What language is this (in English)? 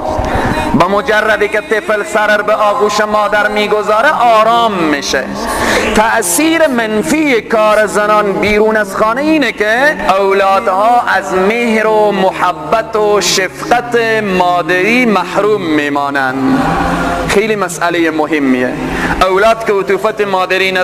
Persian